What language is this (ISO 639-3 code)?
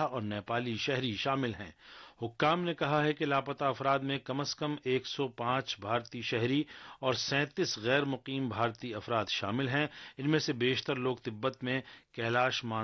urd